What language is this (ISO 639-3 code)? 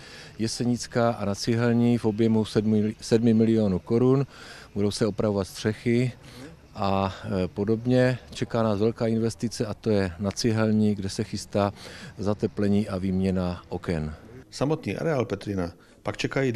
ces